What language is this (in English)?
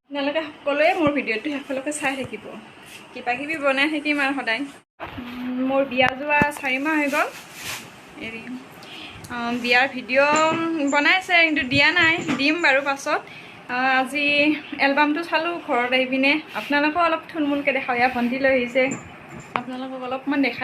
Assamese